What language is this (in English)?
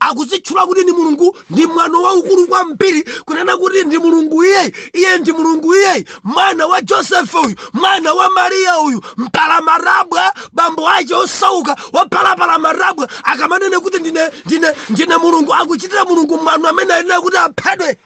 Nyanja